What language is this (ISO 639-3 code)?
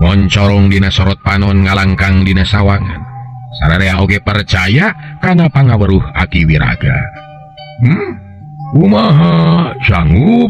sun